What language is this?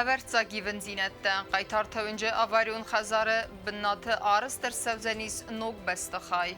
Ossetic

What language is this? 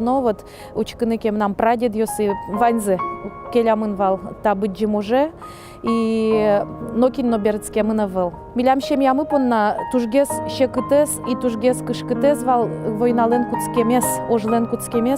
Udmurt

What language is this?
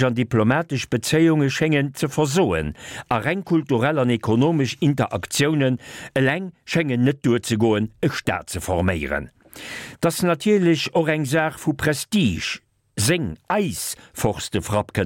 Luxembourgish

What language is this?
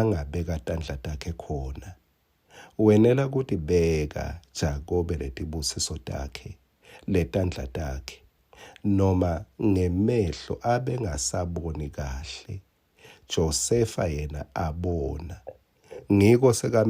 Swati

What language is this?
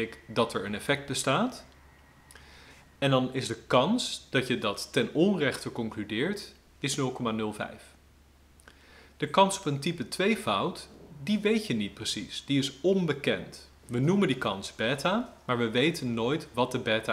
Dutch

